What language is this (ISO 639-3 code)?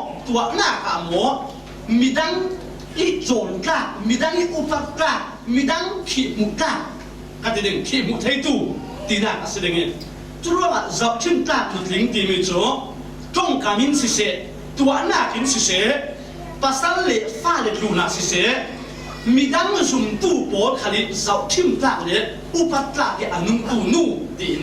cfm